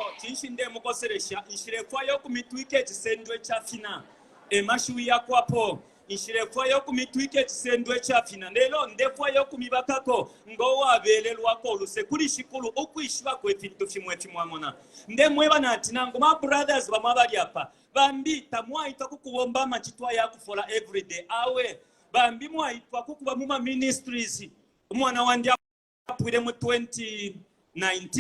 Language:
Bemba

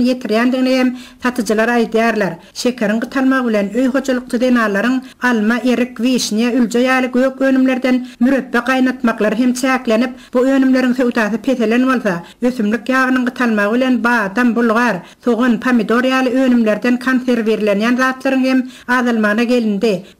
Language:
Turkmen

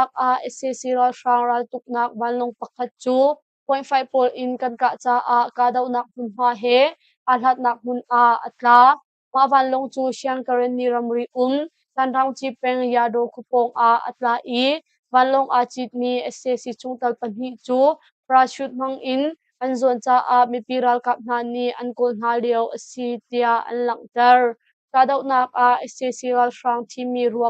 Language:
Hakha Chin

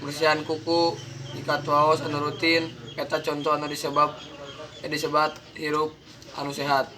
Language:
Sundanese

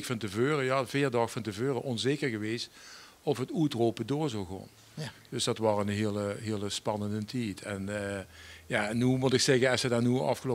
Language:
Limburgish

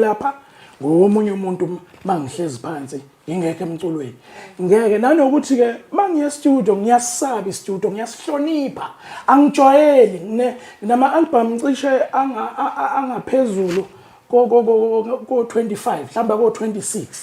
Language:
Zulu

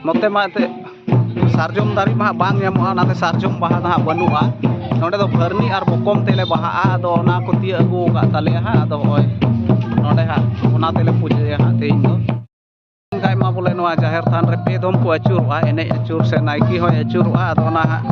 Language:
Santali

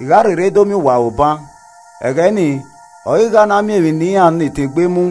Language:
Esan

